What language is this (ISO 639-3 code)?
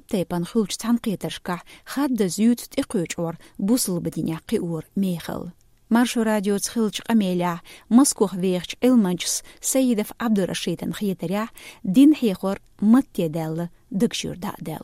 che